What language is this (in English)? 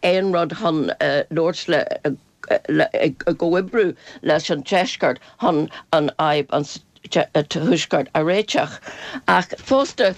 Irish